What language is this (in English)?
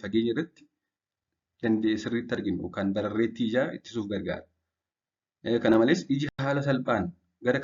Oromo